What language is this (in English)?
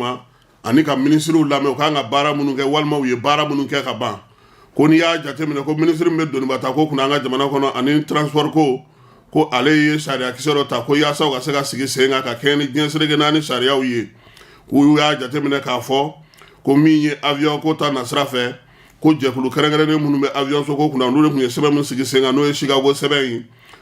Bambara